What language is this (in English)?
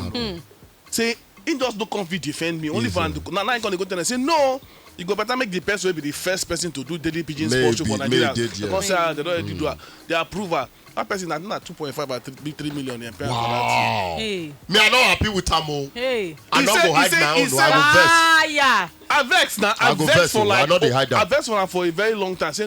Nigerian Pidgin